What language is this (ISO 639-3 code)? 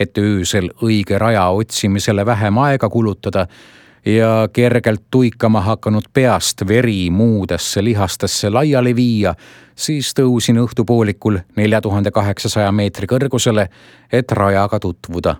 est